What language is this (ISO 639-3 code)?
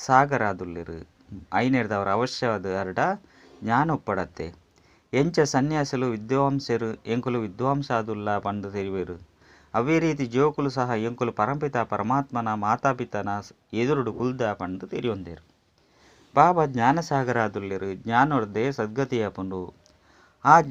tcy